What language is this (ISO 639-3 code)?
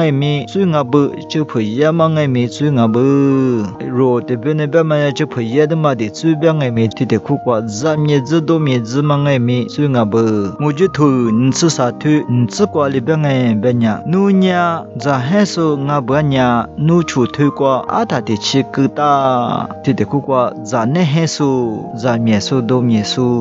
lis